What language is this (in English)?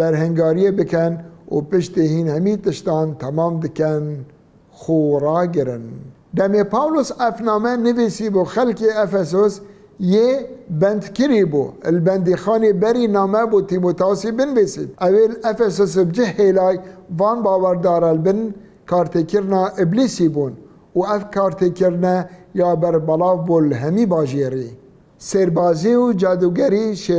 Kurdish